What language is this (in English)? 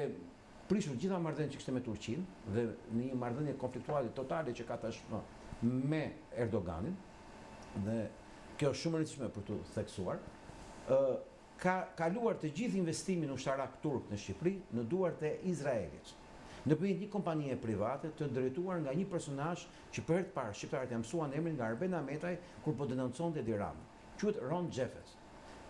Albanian